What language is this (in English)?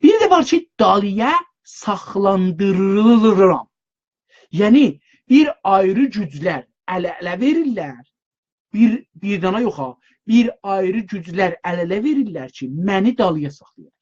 South Azerbaijani